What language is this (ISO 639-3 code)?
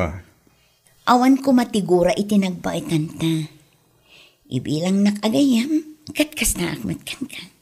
ilo